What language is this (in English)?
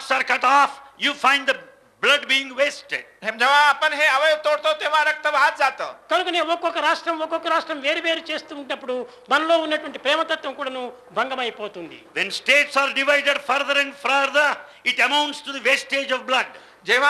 Telugu